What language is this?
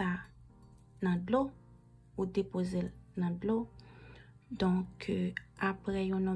Haitian Creole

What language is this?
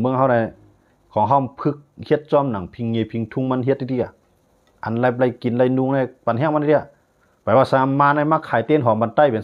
Shan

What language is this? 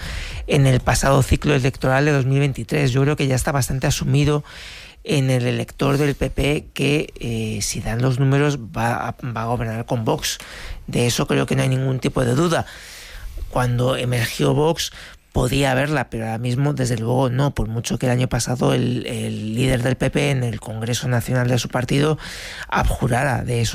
Spanish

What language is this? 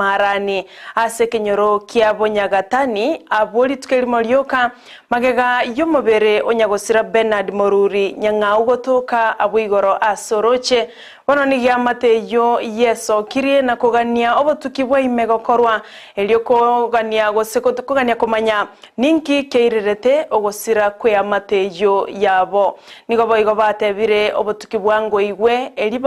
Gusii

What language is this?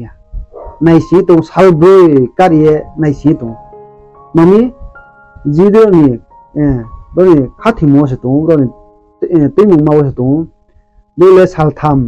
Riang (India)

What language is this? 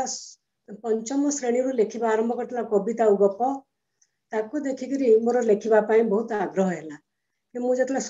Odia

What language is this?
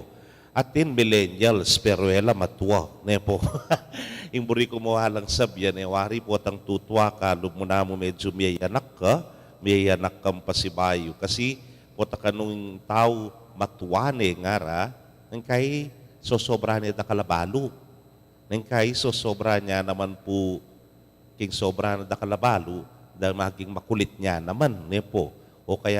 Pampanga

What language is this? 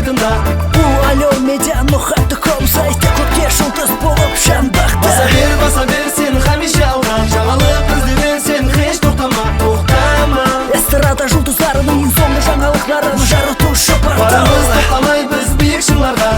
Kara-Kalpak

